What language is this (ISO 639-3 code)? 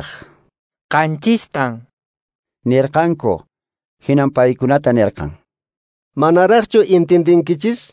que